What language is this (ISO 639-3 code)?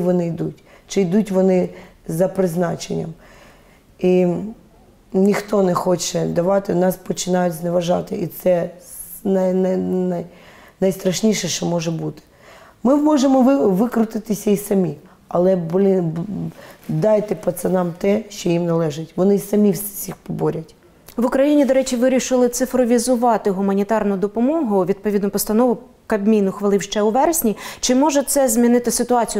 ukr